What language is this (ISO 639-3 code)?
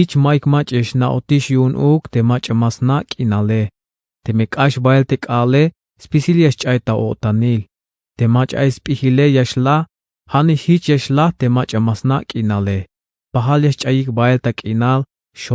tzh